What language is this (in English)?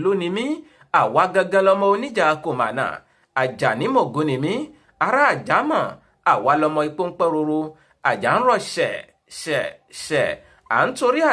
Yoruba